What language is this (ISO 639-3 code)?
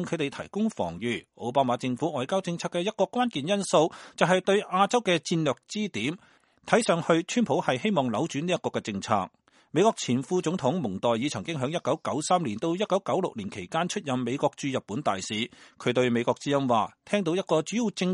yue